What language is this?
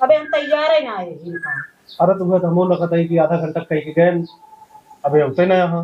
Awadhi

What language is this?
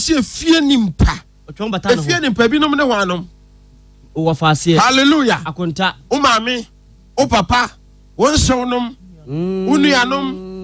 Akan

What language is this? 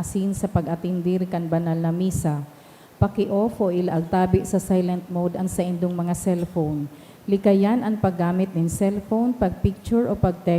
Bikol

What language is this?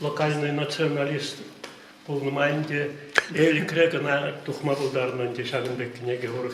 Chuvash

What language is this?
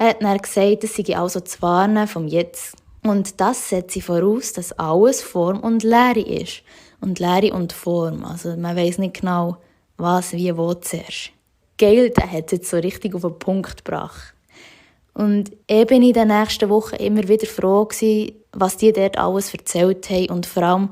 Swiss German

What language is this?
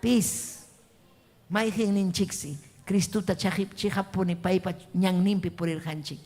Ayacucho Quechua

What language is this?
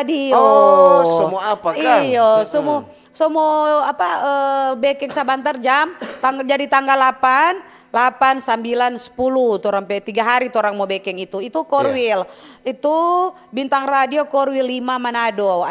Manado Malay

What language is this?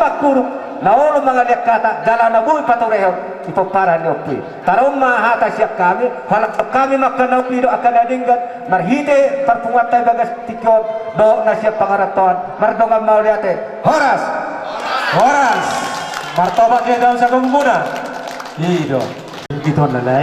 Batak Toba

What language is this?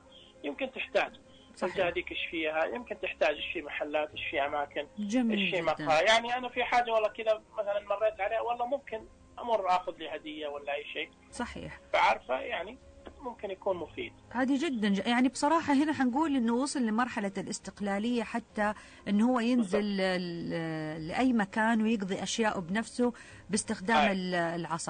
Najdi Arabic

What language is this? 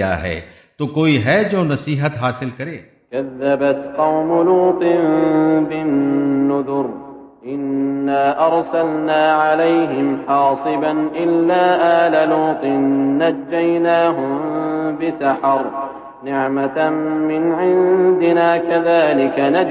Urdu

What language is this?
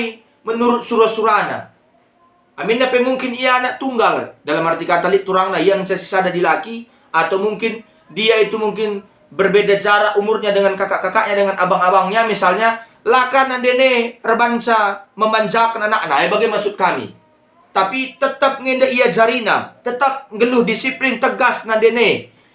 Batak Karo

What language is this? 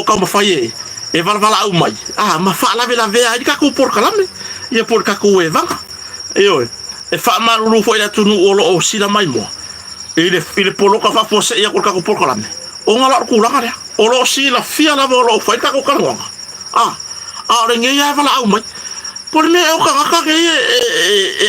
Samoan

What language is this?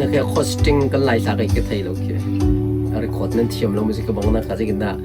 Hakha Chin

